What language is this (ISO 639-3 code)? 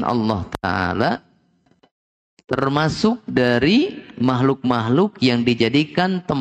ind